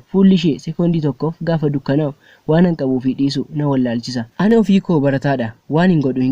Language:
Oromo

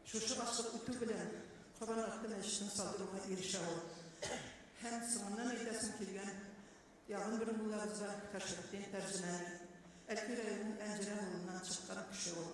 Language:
Tatar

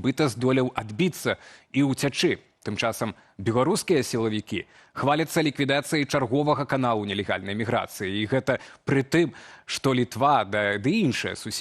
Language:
Belarusian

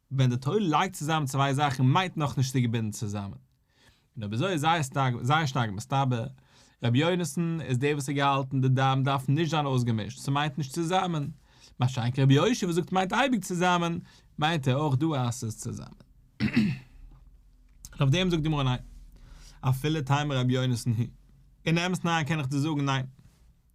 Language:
Yiddish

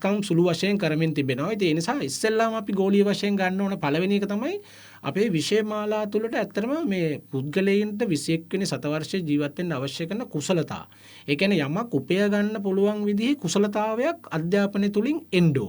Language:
Sinhala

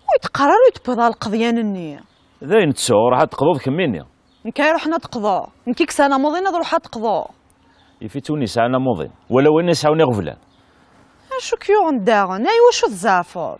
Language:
Kabyle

